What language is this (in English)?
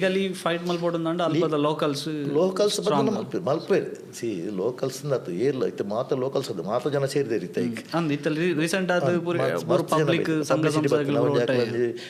Tulu